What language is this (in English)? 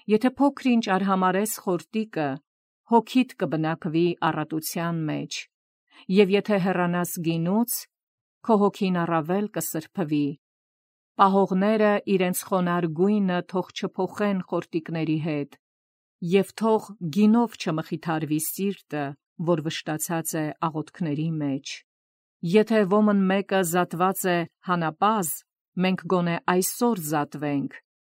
Armenian